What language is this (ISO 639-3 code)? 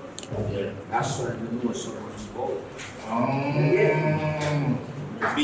jam